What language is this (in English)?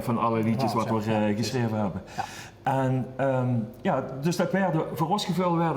Limburgish